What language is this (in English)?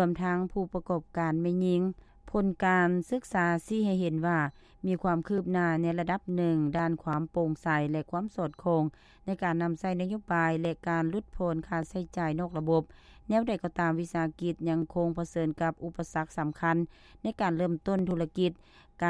Lao